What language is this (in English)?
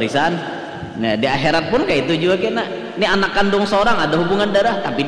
Banjar